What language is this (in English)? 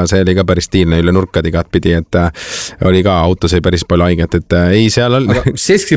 Estonian